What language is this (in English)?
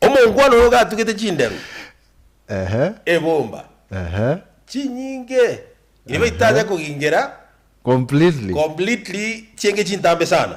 Gusii